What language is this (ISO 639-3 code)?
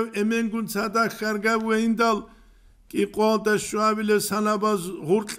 ava